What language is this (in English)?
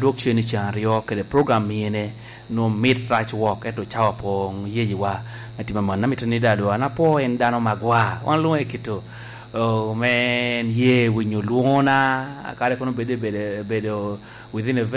Lango (Uganda)